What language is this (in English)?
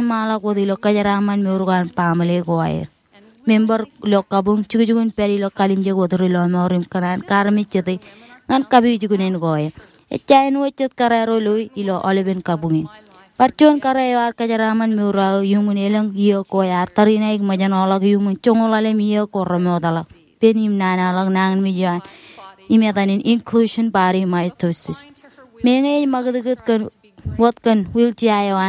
Marshallese